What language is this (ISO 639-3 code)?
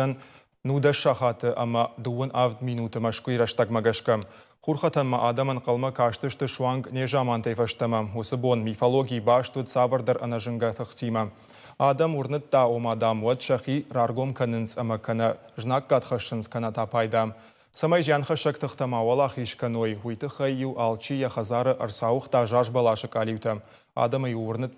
oss